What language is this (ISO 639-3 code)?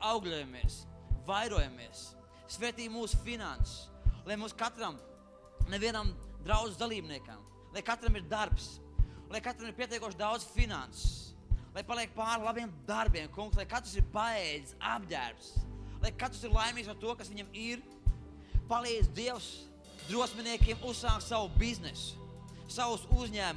lav